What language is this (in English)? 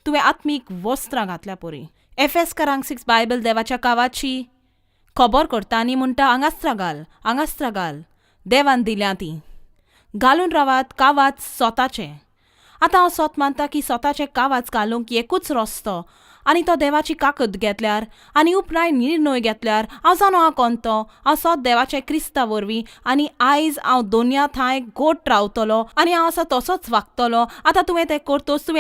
Konkani